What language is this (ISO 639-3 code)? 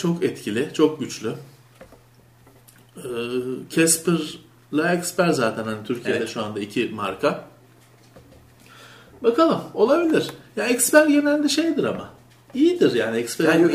tur